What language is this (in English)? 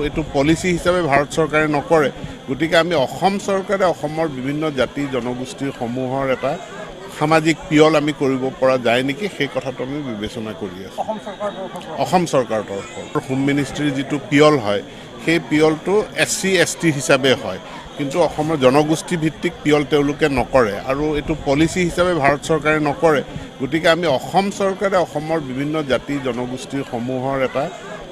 Assamese